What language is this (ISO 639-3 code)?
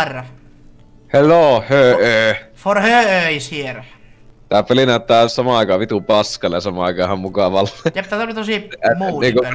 fin